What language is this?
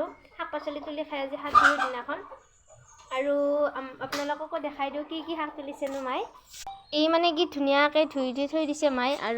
Assamese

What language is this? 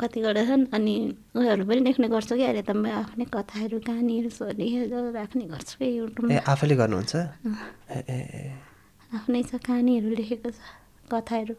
Nepali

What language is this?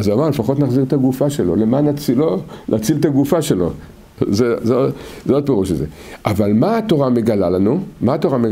Hebrew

